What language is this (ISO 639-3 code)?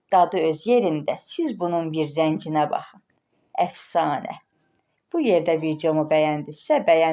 aze